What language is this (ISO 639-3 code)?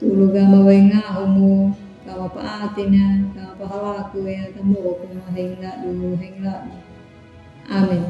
akg